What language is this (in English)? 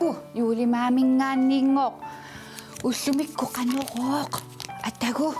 Kalaallisut